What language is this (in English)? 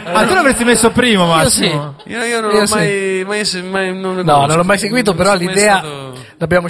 Italian